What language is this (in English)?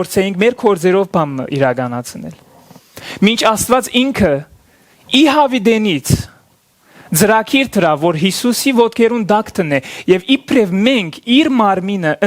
Western Armenian